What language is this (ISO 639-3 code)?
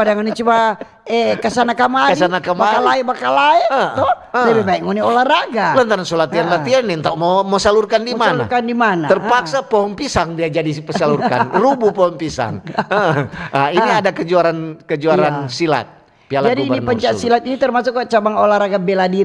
xmm